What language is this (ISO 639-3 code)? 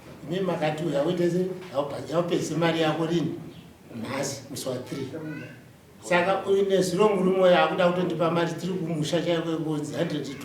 sna